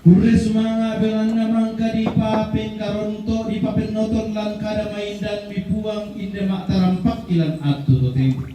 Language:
Toraja-Sa'dan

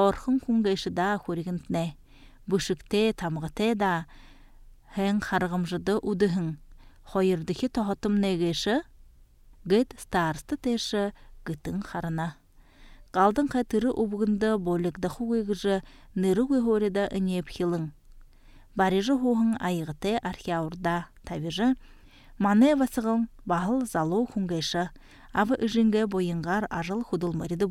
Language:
Buriat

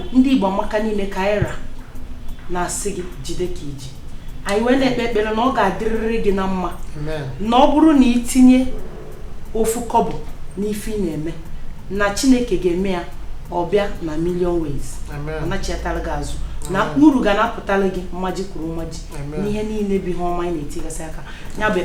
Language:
Igbo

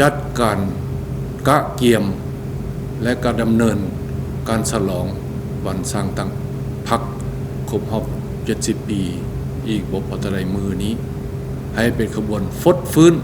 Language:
Lao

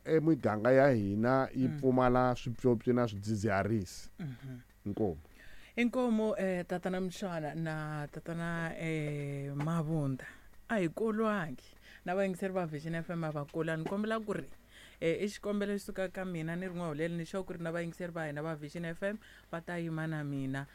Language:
Tsonga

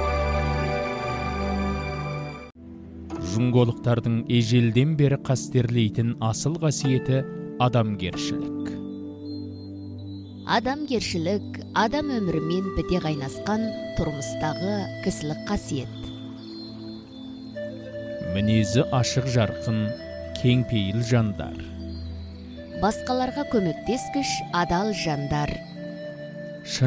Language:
Kazakh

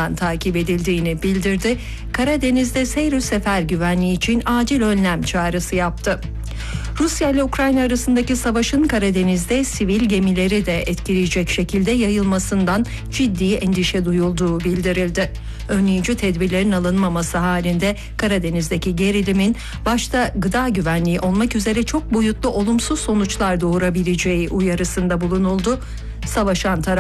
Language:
Turkish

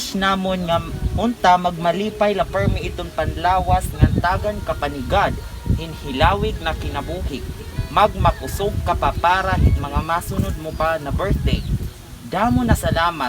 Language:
Waray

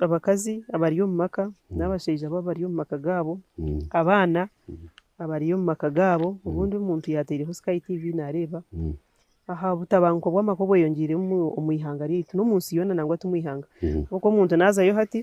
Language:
Nyankole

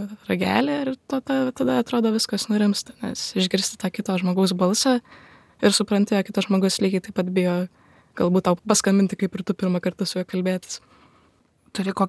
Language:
Lithuanian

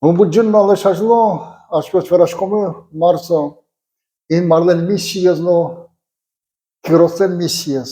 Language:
Udmurt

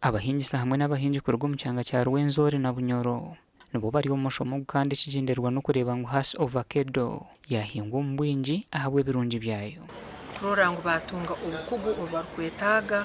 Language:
Nyankole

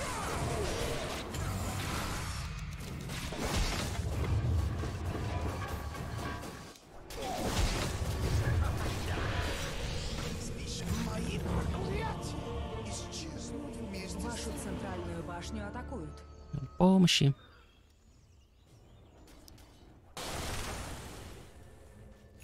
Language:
Russian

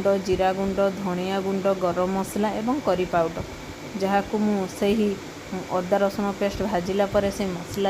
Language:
Odia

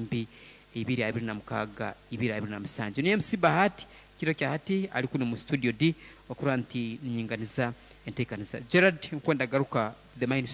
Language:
Nyoro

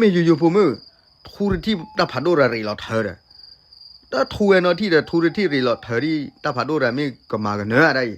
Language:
S'gaw Karen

